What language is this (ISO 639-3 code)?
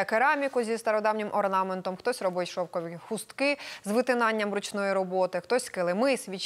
ukr